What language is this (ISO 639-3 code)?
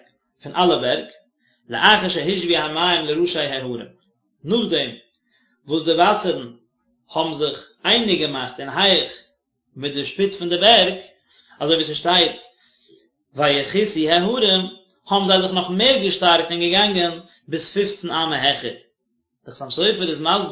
yid